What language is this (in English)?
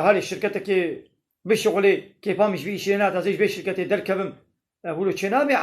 Kurdish